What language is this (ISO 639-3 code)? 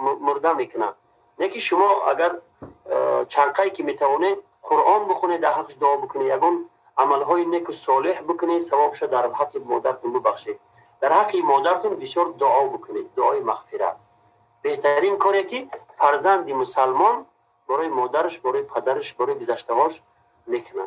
tgk